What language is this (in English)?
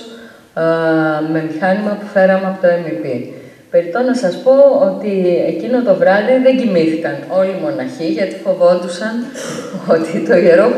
Greek